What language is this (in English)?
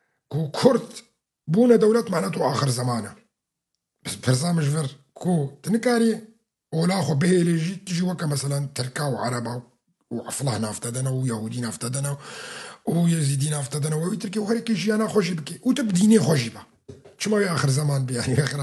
Kurdish